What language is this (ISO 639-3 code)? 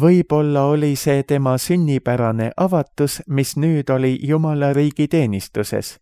est